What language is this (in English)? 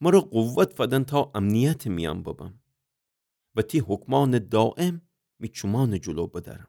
Gilaki